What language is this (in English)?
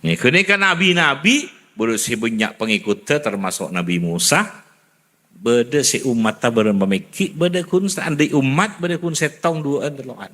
Madurese